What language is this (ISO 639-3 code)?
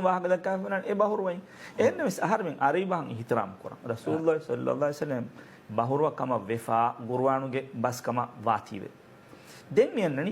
div